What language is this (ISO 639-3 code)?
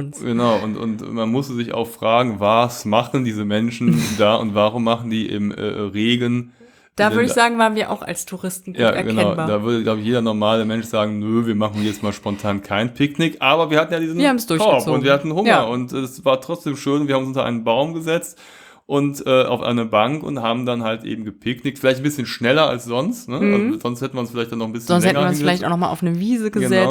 deu